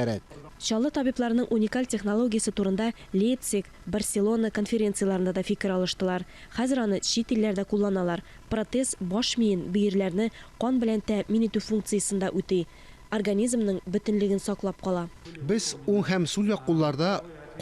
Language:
Tatar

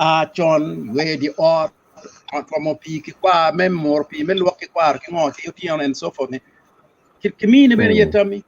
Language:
Acoli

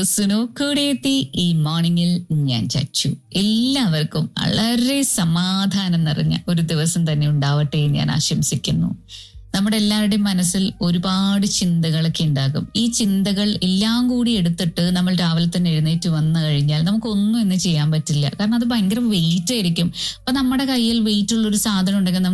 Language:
Malayalam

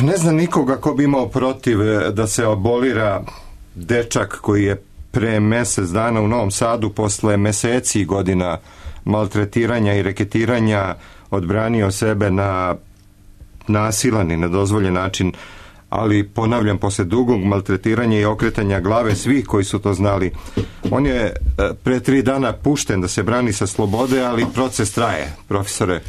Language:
Serbian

